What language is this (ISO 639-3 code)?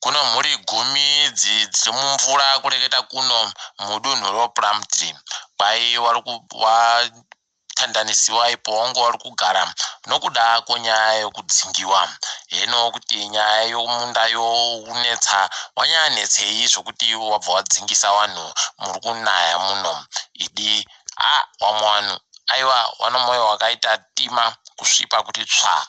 ndc